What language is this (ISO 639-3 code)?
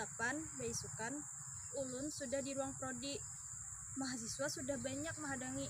bjn